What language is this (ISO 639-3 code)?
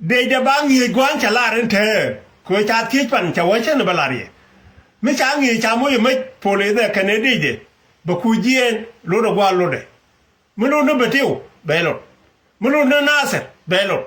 nus